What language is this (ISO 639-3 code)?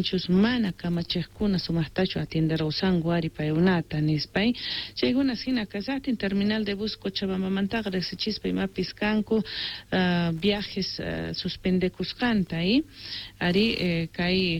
que